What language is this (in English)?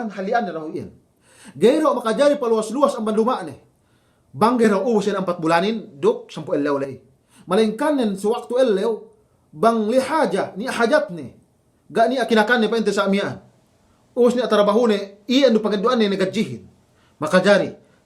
Yakan